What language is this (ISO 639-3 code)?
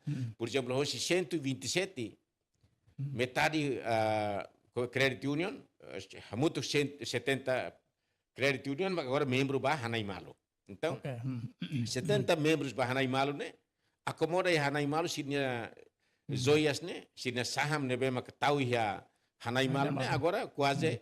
tet